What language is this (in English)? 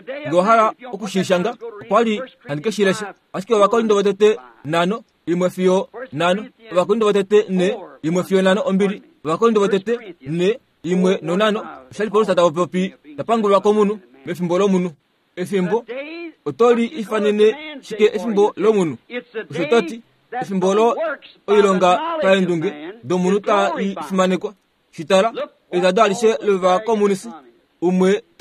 Kuanyama